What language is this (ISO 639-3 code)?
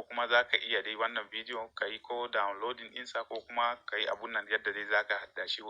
hau